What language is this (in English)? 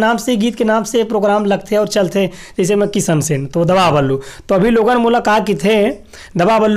Chhattisgarhi